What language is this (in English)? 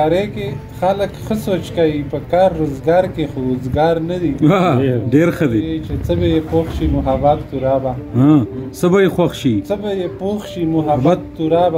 Pashto